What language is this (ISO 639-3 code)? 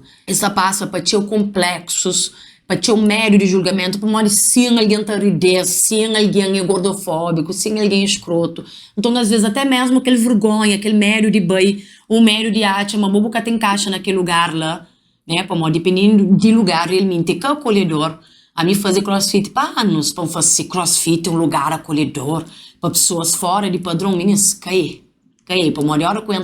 kea